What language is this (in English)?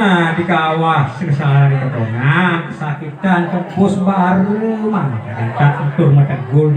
Balinese